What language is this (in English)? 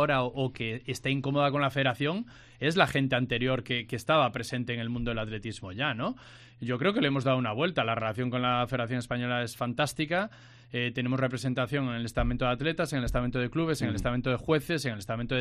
Spanish